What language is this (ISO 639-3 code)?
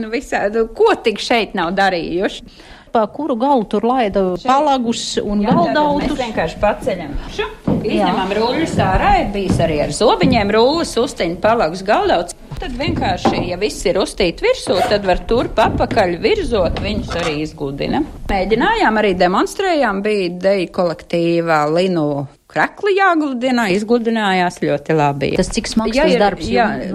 lav